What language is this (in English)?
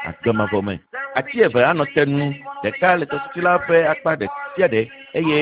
Ewe